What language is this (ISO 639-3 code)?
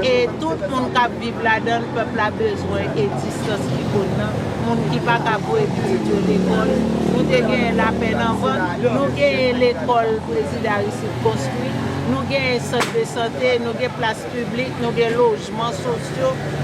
hat